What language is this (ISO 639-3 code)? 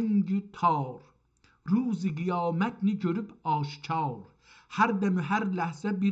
azb